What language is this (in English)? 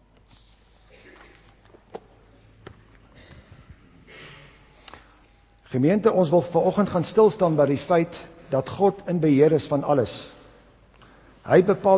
Afrikaans